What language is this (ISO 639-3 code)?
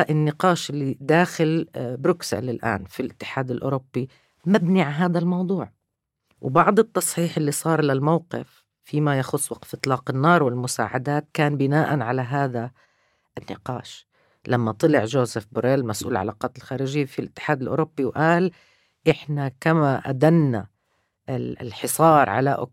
apc